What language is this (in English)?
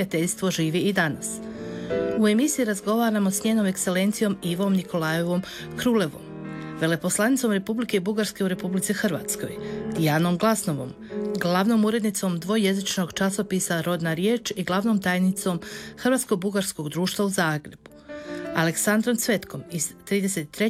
Croatian